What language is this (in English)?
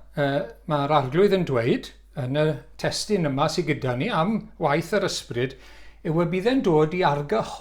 Welsh